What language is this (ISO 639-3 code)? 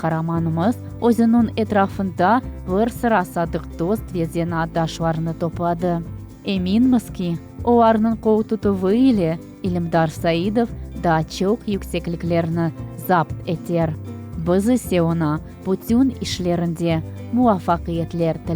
crh